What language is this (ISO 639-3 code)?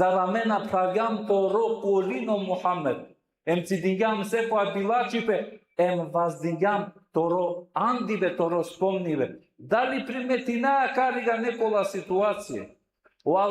rmn